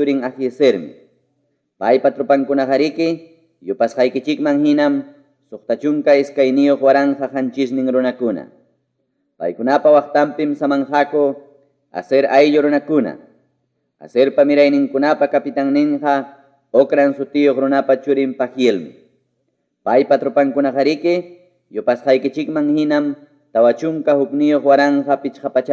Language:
Ayacucho Quechua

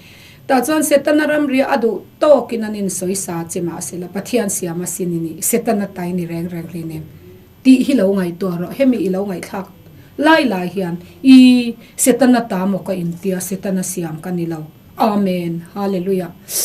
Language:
Mizo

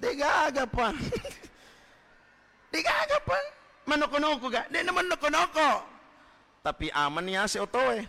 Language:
Buginese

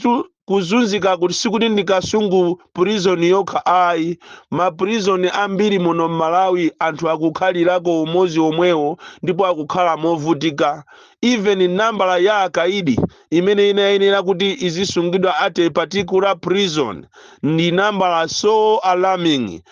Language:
Nyanja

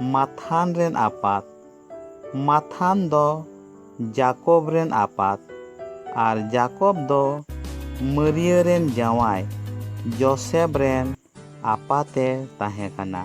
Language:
Santali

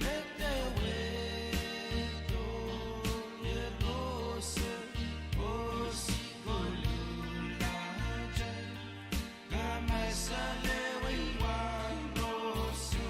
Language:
Pohnpeian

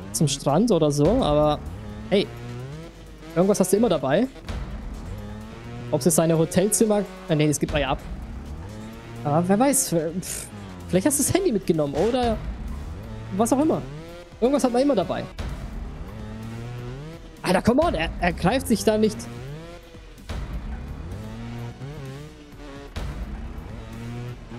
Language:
German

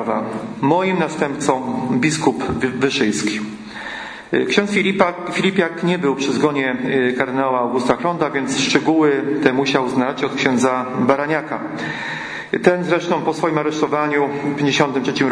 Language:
Polish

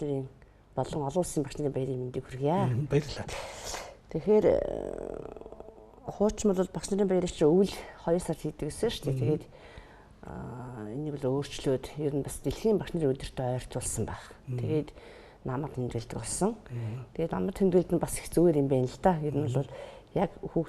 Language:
Mongolian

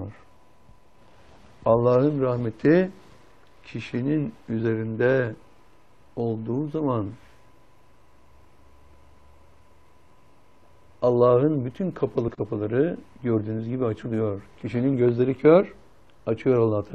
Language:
Turkish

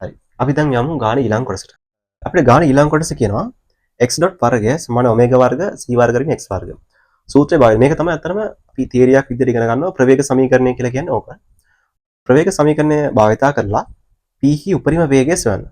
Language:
Sinhala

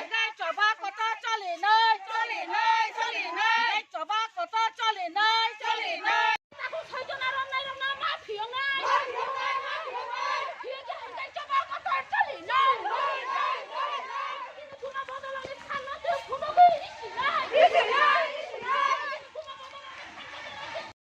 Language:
Kok Borok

